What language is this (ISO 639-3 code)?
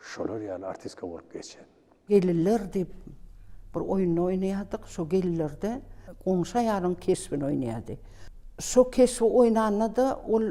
tuk